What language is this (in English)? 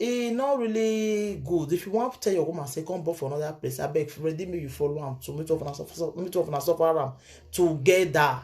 Nigerian Pidgin